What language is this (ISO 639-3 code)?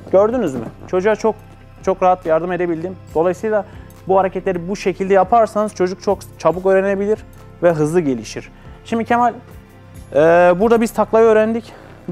tur